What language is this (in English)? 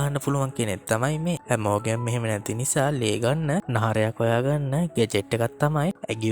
Sinhala